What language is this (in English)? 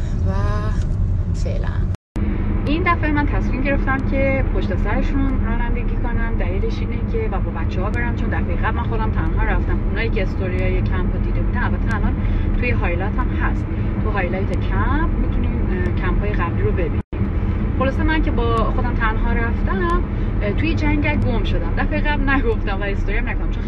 Persian